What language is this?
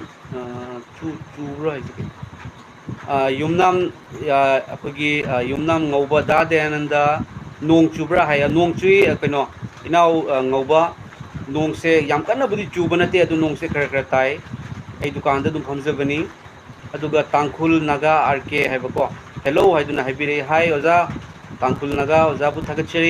Manipuri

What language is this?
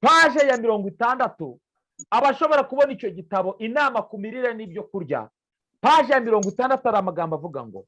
Kinyarwanda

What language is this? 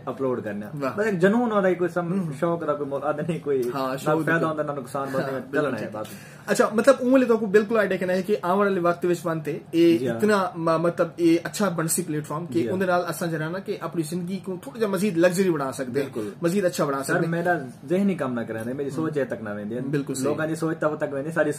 Saraiki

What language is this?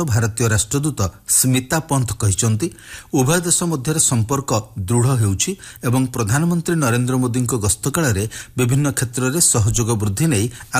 Odia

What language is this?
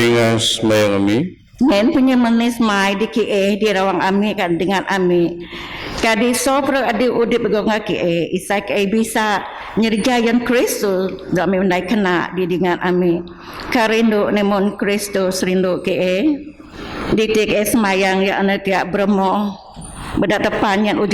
Biatah Bidayuh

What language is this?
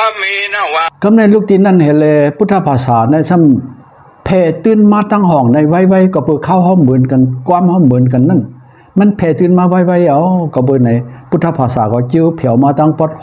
Shan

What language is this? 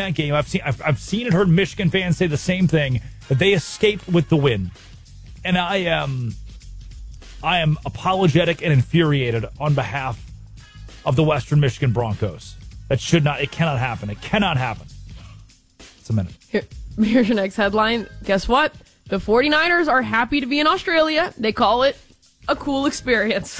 English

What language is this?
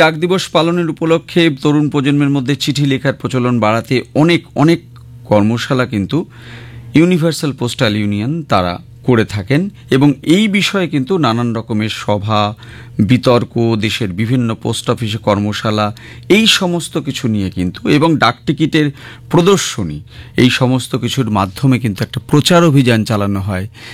Bangla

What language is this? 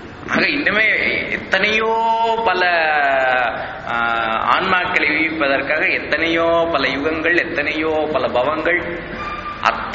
Tamil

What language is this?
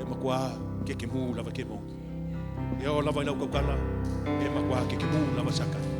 Samoan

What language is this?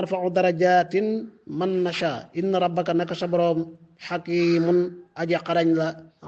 Wolof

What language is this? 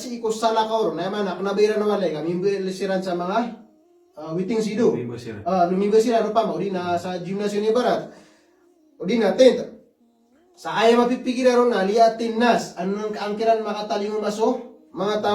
Maranao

